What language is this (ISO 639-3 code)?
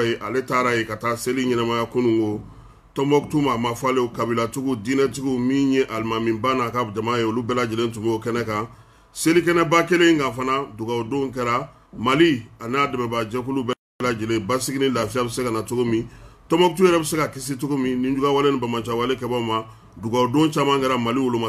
bam